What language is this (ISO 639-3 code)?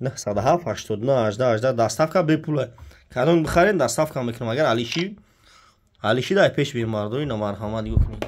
tgk